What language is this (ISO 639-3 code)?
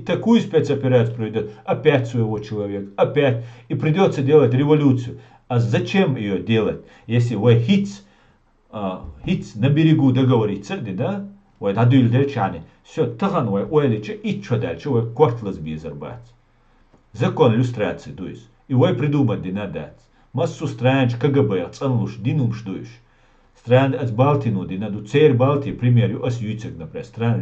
che